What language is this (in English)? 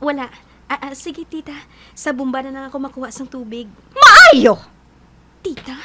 Hiligaynon